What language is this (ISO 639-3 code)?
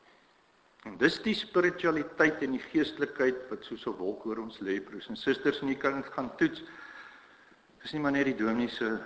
afr